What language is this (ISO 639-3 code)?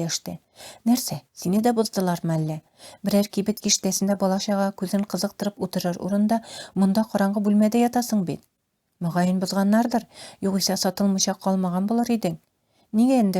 tat